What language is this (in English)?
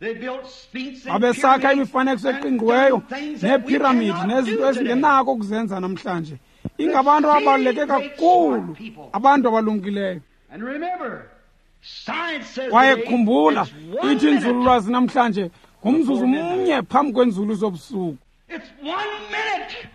Xhosa